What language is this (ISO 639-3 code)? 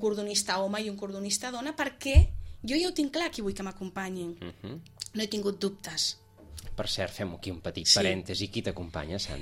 cat